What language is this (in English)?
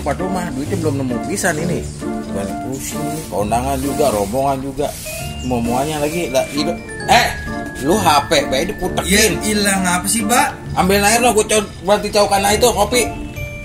Betawi